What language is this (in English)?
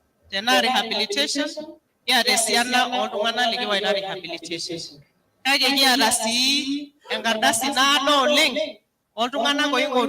Masai